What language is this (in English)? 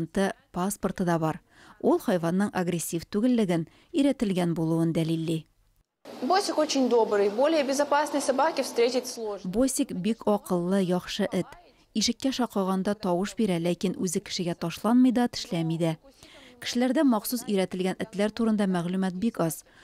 Tatar